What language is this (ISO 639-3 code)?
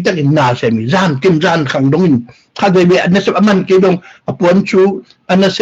ctd